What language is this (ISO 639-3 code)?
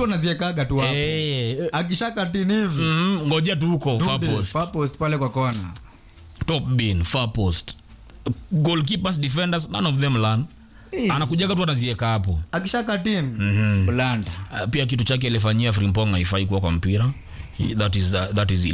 swa